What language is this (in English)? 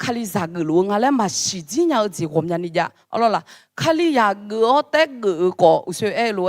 Akha